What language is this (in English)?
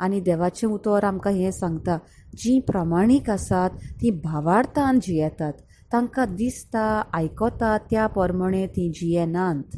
Konkani